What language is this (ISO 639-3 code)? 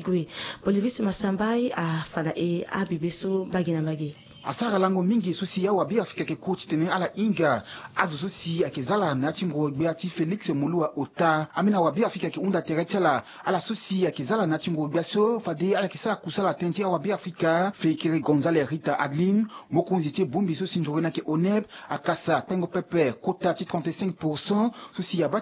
sag